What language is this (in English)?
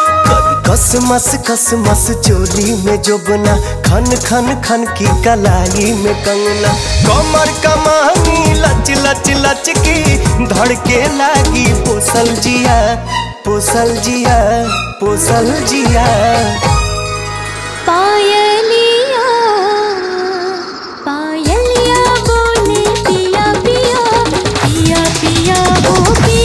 Bhojpuri